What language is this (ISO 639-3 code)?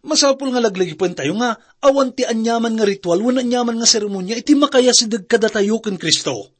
ilo